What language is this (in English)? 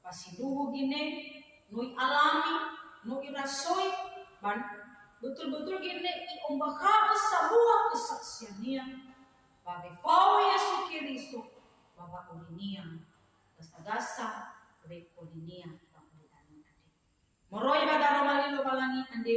Nias